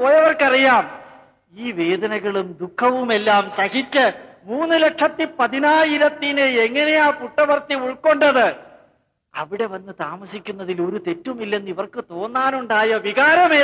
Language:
Malayalam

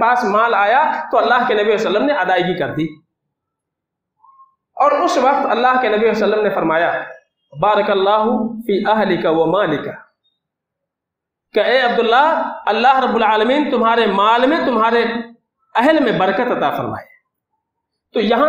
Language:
Urdu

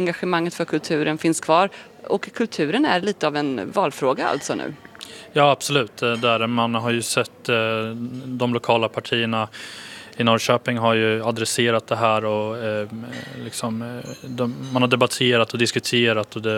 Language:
Swedish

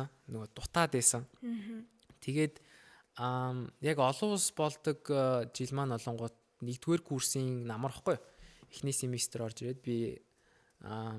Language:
Mongolian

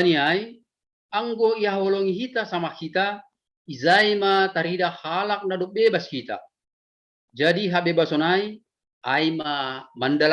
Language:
Batak Simalungun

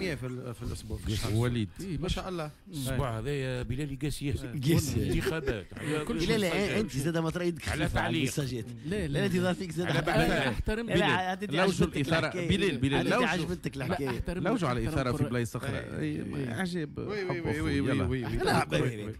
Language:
Tunisian Arabic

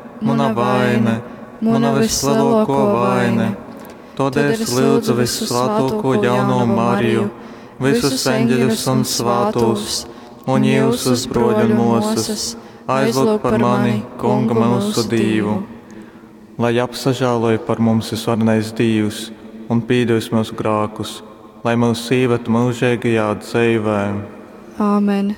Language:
Latgalian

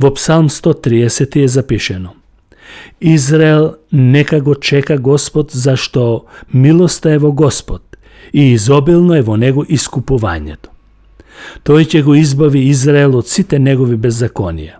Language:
Macedonian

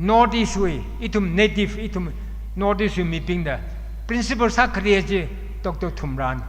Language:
Tangkhul Naga (India)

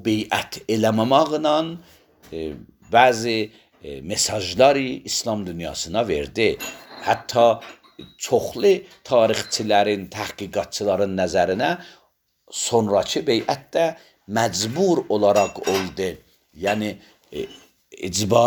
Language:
Azerbaijani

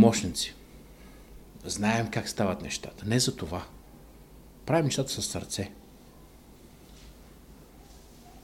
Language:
Bulgarian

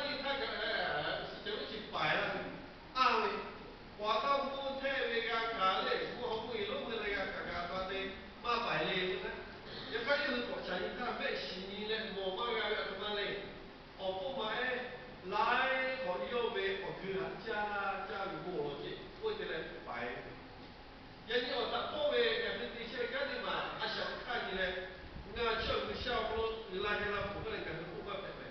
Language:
Lahu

